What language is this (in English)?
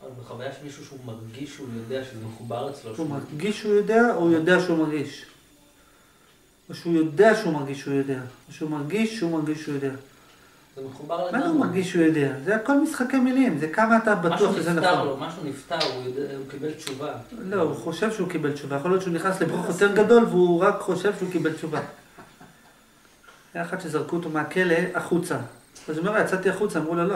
Hebrew